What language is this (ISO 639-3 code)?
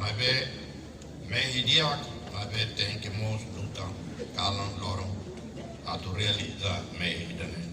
tet